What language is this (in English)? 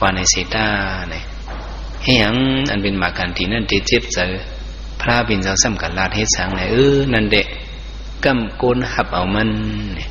Shan